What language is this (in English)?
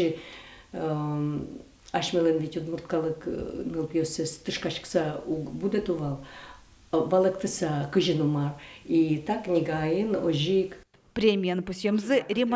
Udmurt